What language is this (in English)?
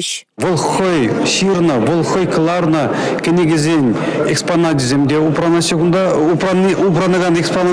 Chuvash